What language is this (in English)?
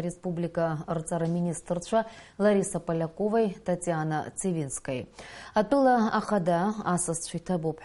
Abkhazian